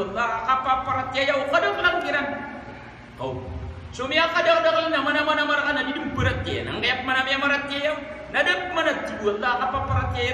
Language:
Maranao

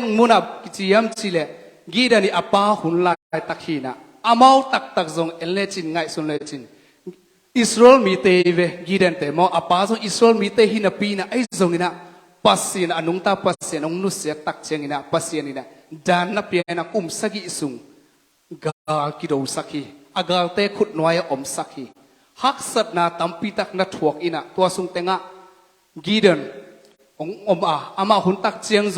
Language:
Tedim Chin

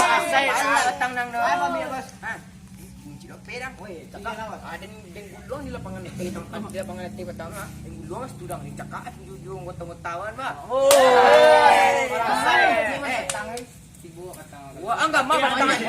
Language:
Minangkabau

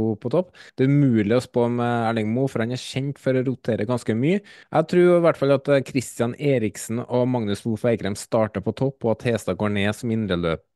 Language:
Norwegian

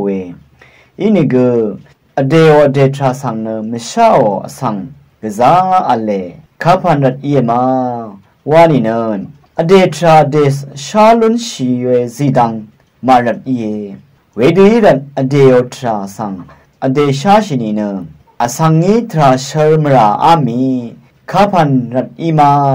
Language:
Rawang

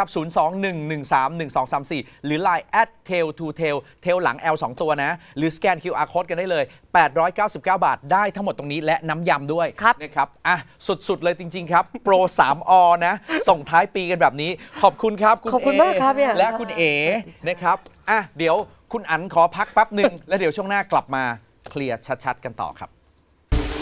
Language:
Thai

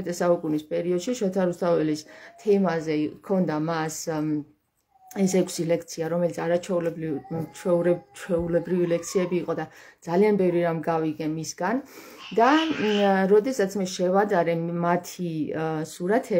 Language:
Georgian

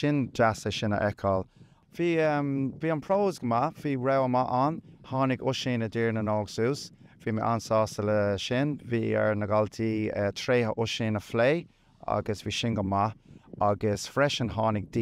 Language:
Irish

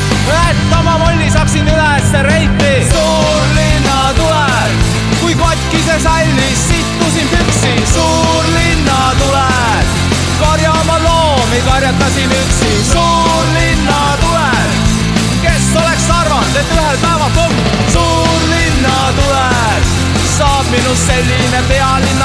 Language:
Estonian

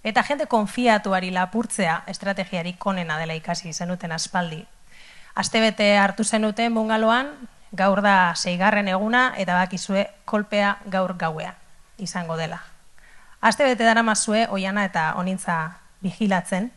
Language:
Basque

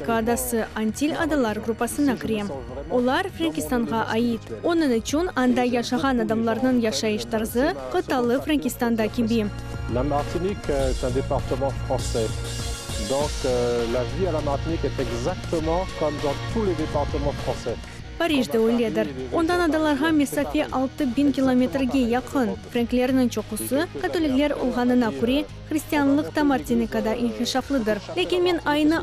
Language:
Crimean Tatar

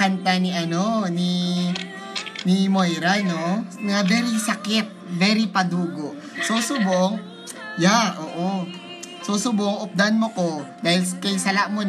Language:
Filipino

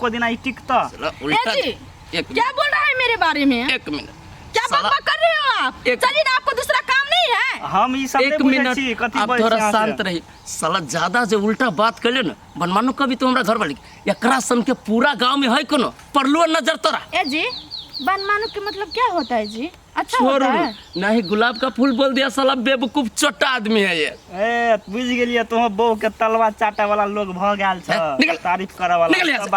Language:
Maithili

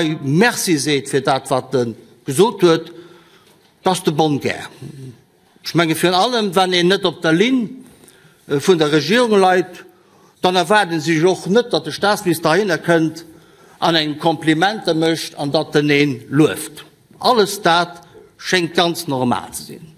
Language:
Luxembourgish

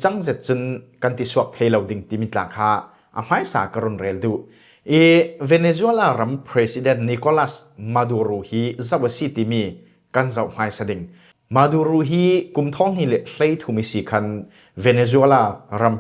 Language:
Falam Chin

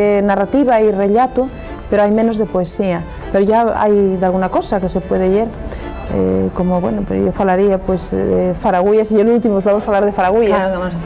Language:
Asturian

